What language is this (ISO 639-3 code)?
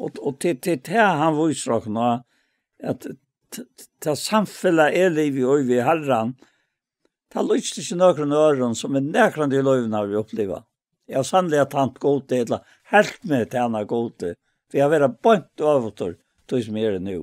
fao